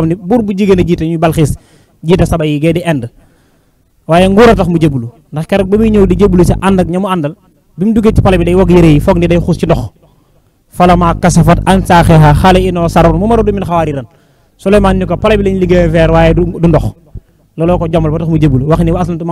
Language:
Wolof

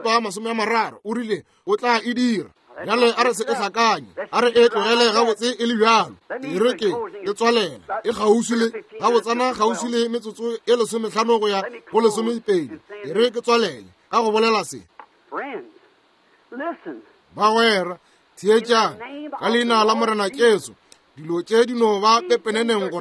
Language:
Northern Sotho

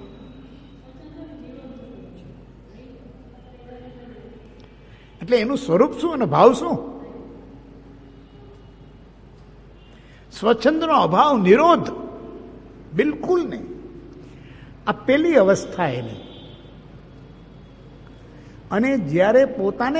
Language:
Gujarati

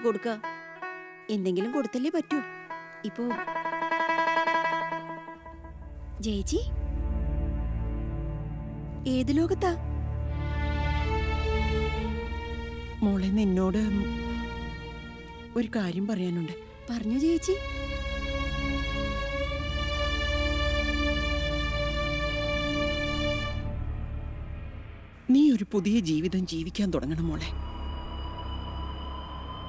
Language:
Malayalam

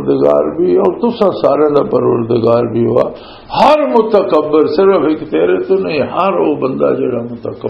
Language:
Western Panjabi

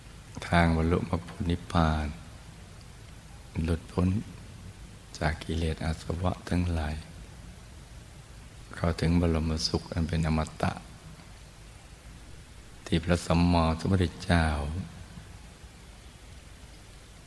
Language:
Thai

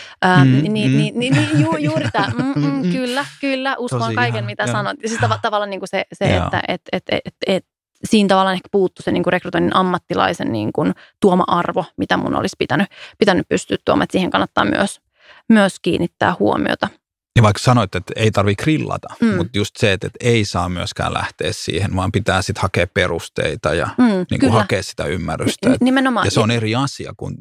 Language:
Finnish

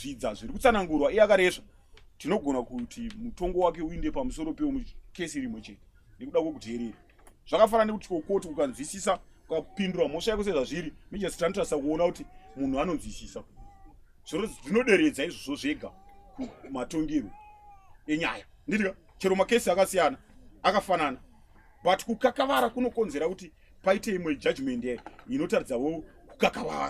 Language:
Shona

